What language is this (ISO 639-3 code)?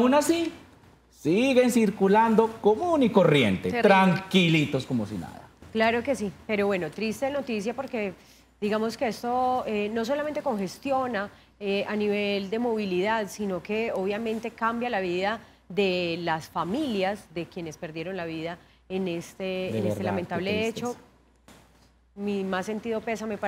spa